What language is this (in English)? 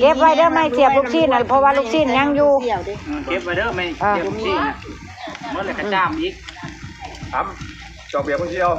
Northeastern Thai